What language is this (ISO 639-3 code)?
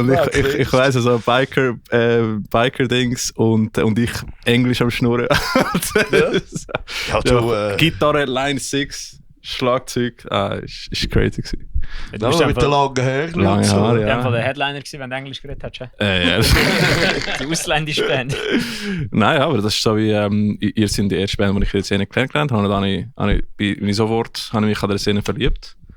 gsw